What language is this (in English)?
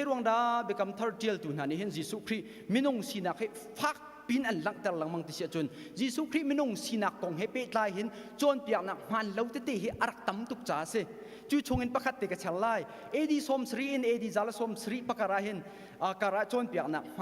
Hakha Chin